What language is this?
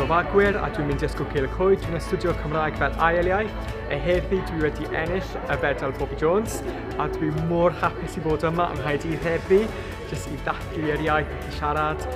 Welsh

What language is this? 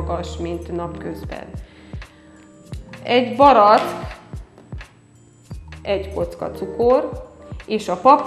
Hungarian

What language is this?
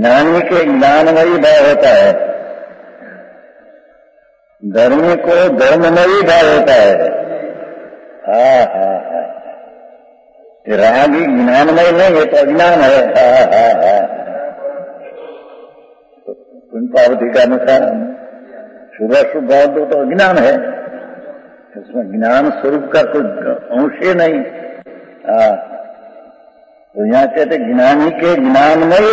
Hindi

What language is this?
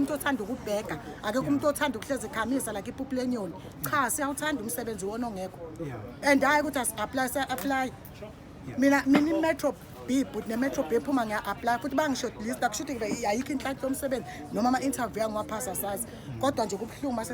Zulu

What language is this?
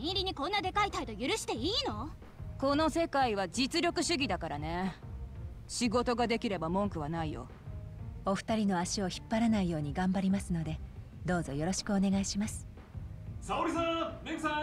Japanese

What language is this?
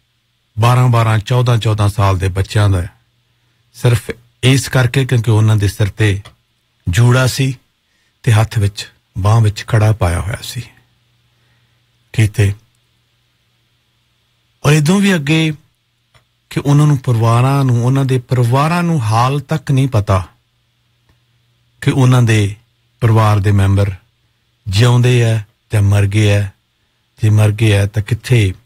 Punjabi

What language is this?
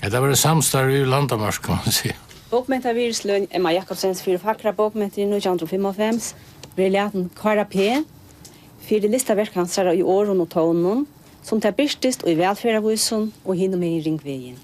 Faroese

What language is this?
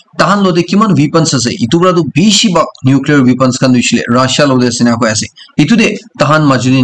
Naga Pidgin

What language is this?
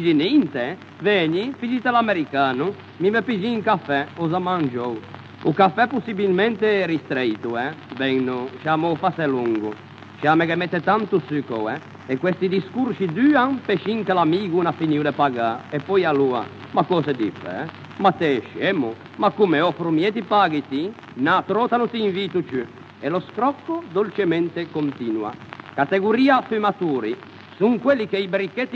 Ligurian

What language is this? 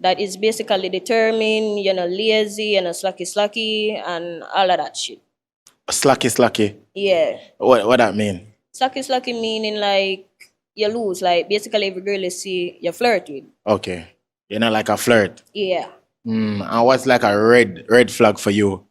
Jamaican Creole English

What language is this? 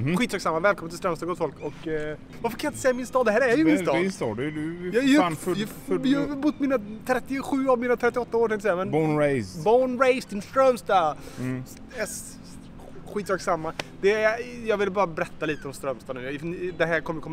Swedish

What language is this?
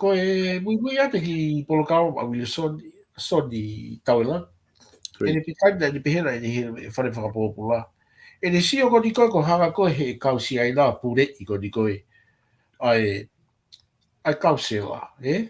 Tongan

